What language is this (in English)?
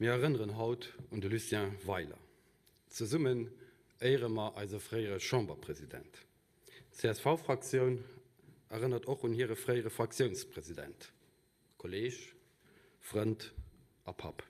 Luxembourgish